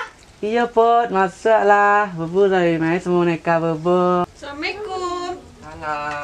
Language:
Minangkabau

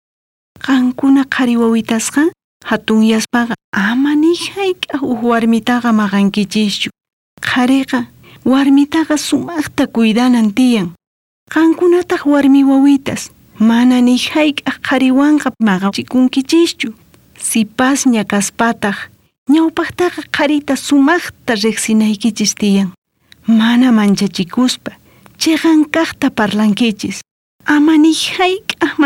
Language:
South Bolivian Quechua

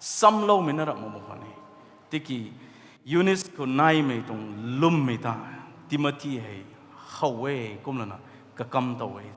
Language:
Rongmei Naga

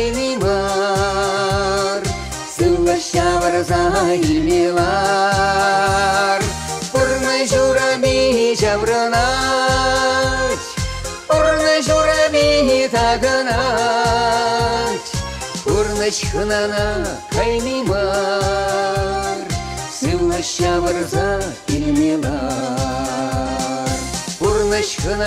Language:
Chuvash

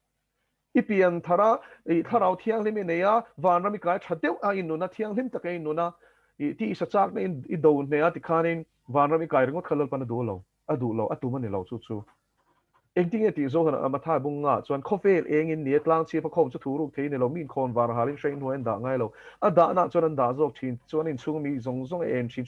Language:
Mizo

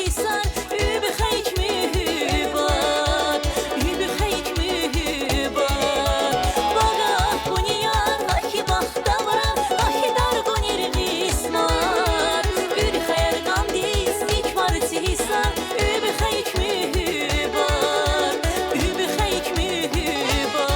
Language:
Tabassaran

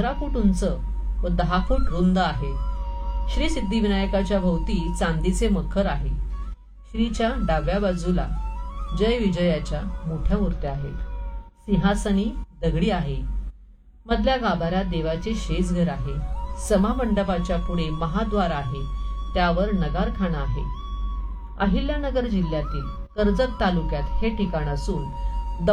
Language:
Marathi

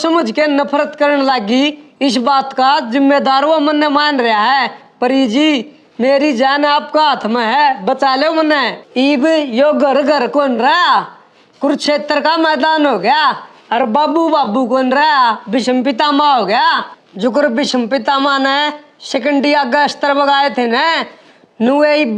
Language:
Haryanvi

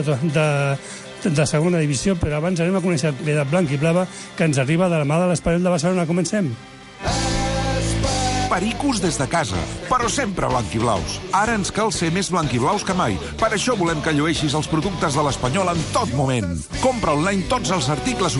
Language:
Catalan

